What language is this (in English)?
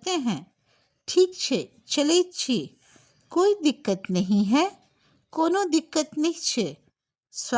Maithili